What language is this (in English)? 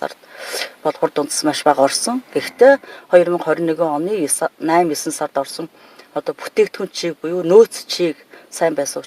Mongolian